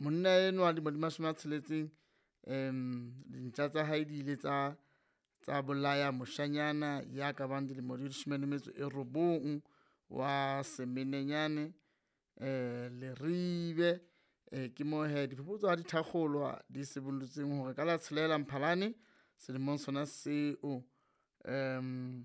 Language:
Southern Sotho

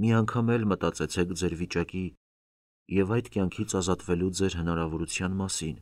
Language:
Armenian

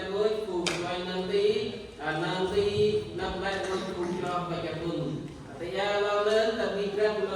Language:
Central Mnong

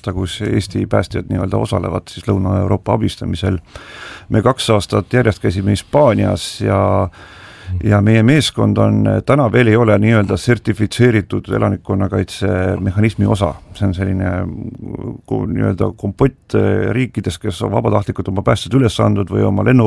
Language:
Estonian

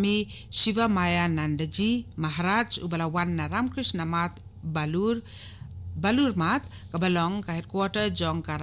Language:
Khasi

